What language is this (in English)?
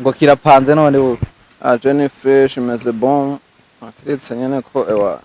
Rundi